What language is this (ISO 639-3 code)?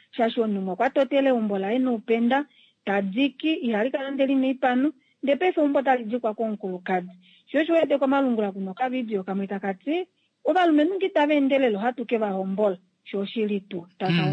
kua